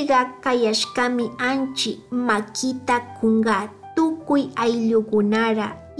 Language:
Chimborazo Highland Quichua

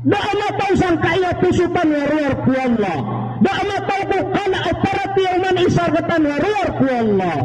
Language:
Maranao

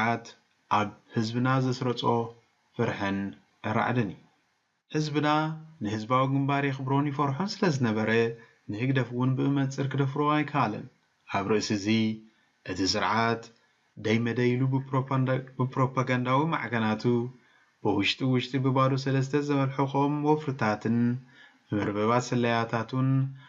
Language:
Tigrinya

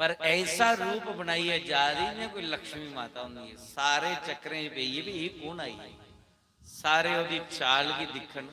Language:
Dogri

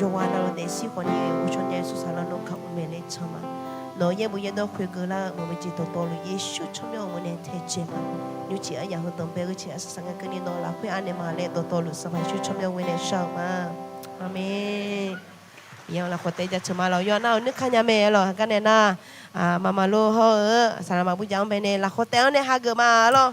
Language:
Akha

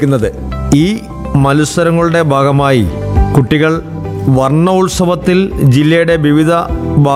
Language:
Malayalam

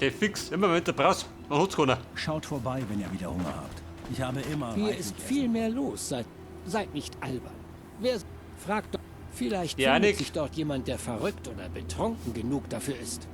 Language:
Bavarian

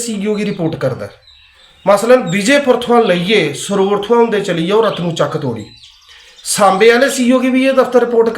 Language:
Dogri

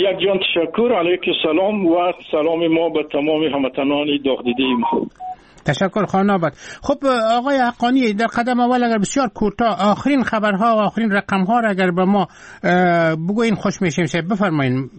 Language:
Persian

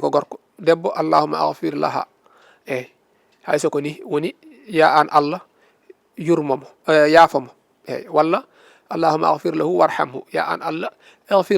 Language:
Fula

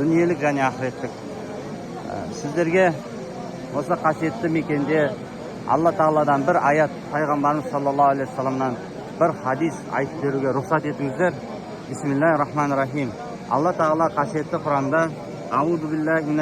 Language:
Kazakh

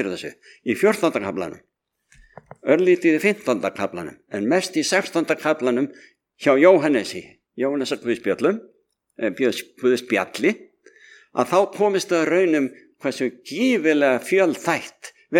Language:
Icelandic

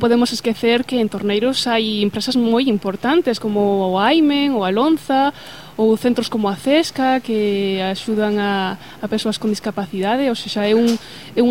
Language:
Galician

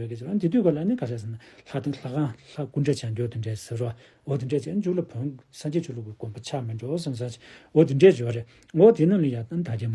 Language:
Tibetan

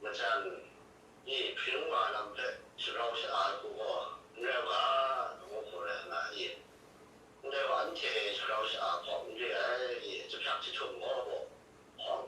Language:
Kachin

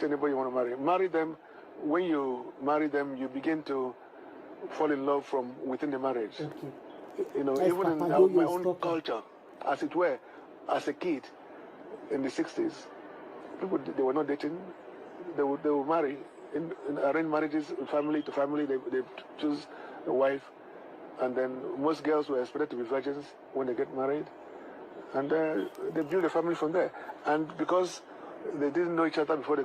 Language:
Nigerian Pidgin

